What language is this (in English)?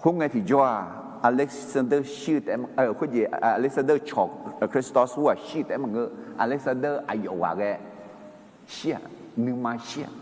Akha